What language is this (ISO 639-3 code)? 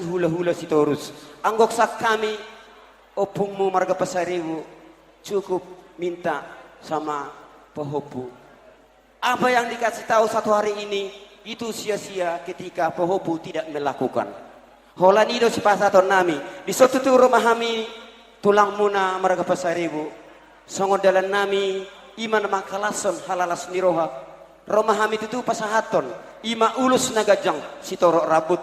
bbc